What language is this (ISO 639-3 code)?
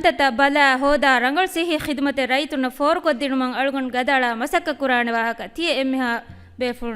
div